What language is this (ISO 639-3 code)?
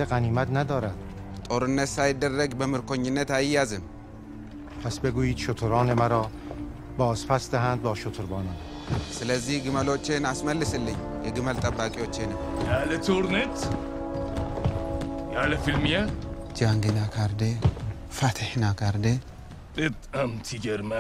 fas